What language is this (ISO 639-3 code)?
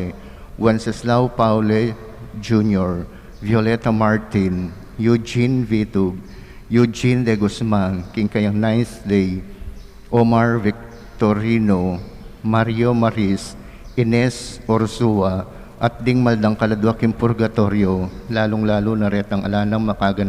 pam